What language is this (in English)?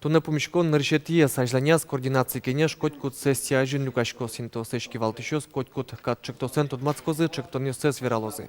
Udmurt